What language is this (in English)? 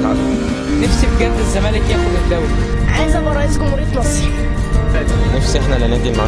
Egyptian Arabic